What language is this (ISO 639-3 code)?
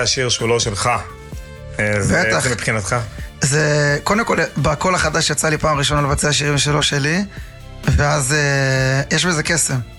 heb